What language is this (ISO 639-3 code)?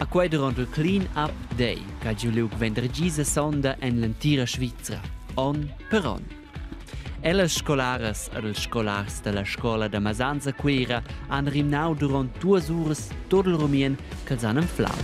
roh